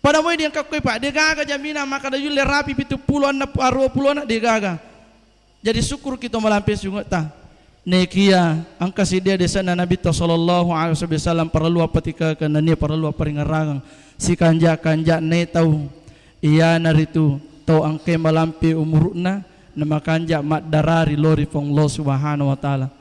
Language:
Buginese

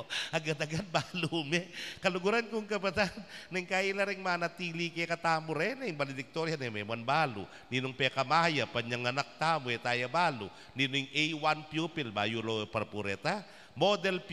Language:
Pampanga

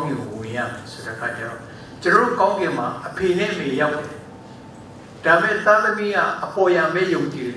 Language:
Burmese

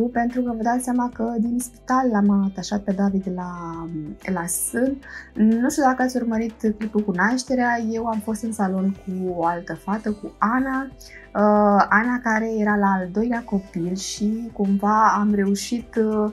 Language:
Romanian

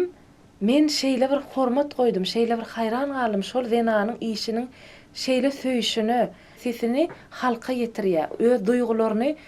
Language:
Turkmen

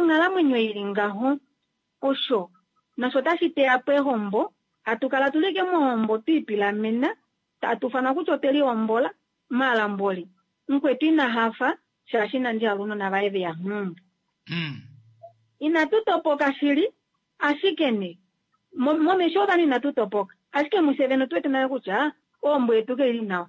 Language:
Kuanyama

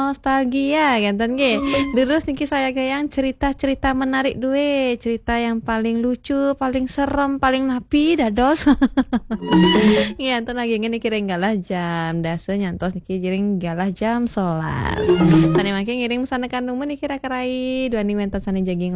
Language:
Balinese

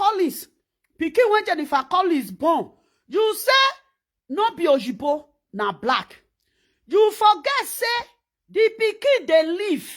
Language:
Nigerian Pidgin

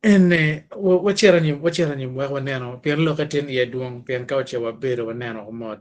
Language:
Acoli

